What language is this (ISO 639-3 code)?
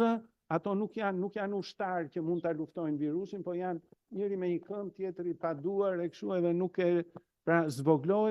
sqi